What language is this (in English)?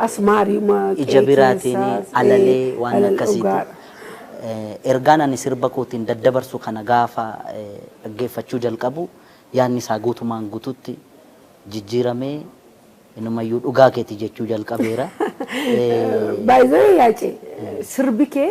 Oromo